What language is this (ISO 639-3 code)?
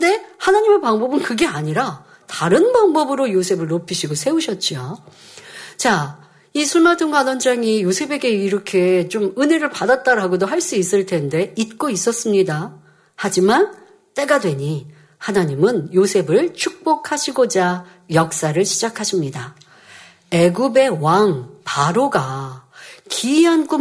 kor